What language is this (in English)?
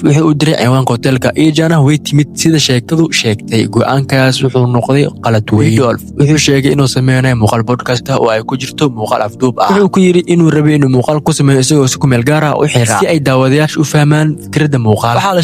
Somali